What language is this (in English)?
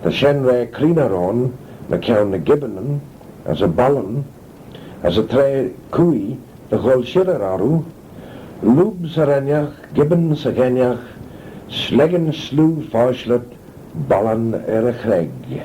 Manx